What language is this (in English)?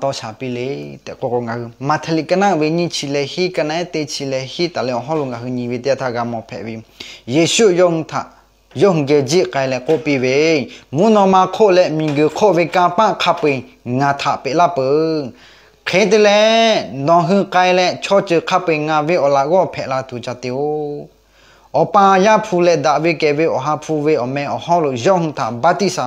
Lahu